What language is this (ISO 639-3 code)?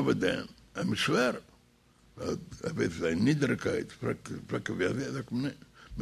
yid